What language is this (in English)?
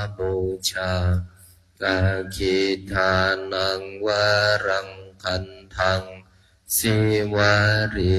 Pali